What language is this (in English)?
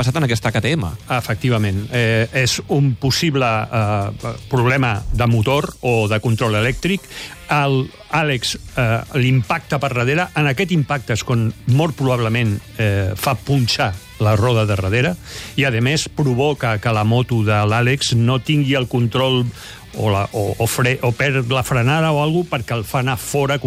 Catalan